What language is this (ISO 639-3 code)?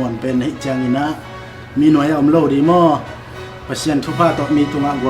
ctd